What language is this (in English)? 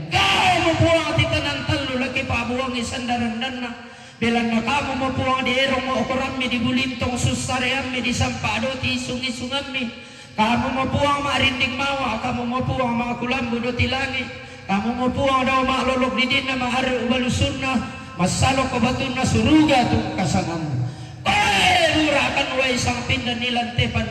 Toraja-Sa'dan